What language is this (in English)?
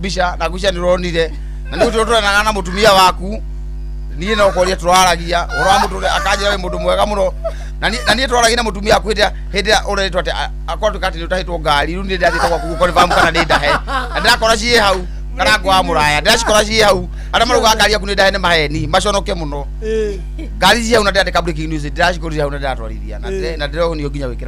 Kikuyu